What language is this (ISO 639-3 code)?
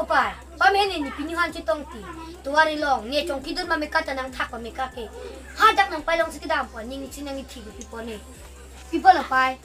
mjw